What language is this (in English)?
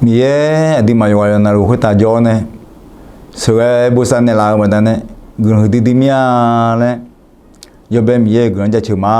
Akha